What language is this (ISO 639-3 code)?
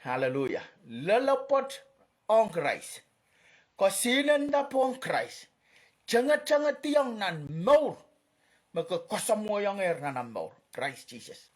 pon